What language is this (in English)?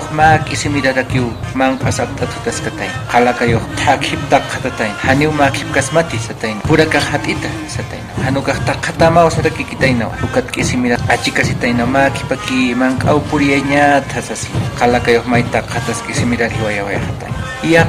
Aymara